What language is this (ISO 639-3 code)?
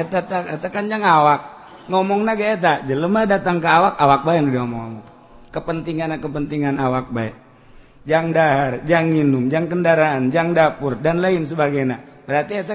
sun